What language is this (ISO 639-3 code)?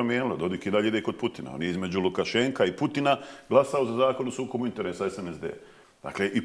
bos